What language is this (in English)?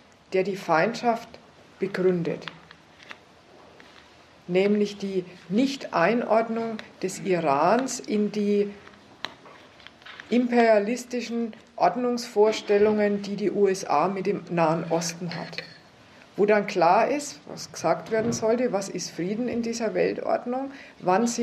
German